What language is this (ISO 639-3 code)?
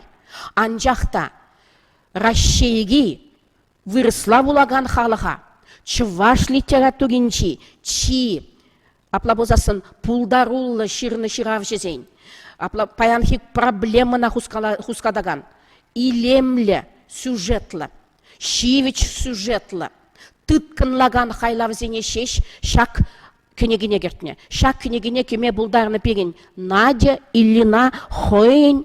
chv